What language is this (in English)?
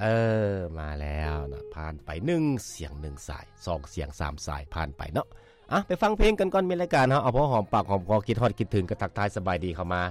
Lao